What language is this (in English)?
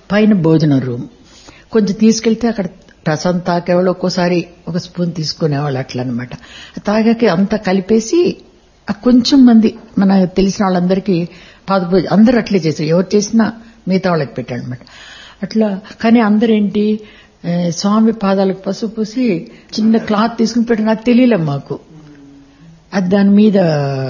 Telugu